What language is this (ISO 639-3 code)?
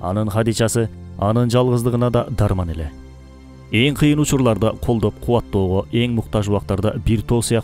kir